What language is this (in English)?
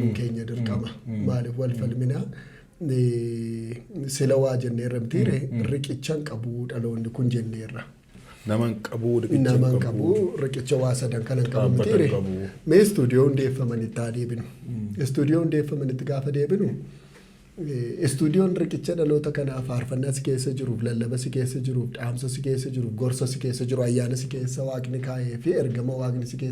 Oromo